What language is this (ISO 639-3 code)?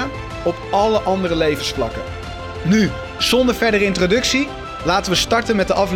nld